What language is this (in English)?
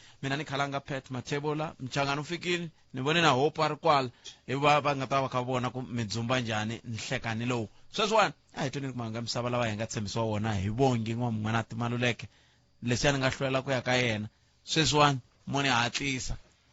Tsonga